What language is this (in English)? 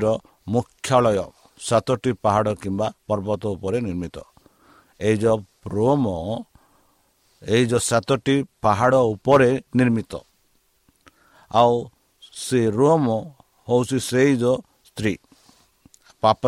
Odia